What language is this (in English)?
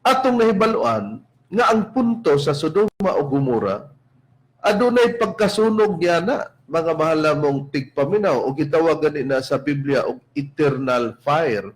Cebuano